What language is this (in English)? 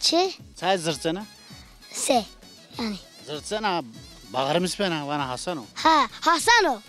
Zaza